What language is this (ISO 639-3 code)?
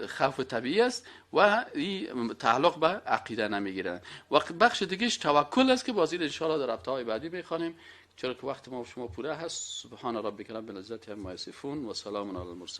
fas